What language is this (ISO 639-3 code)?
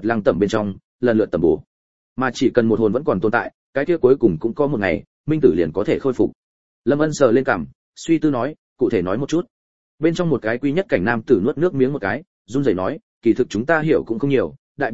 vie